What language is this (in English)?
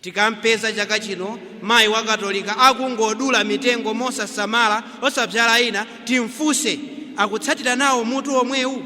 Nyanja